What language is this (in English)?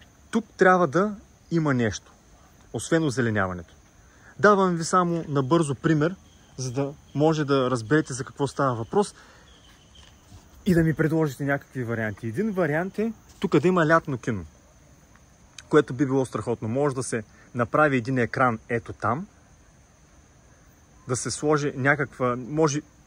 Bulgarian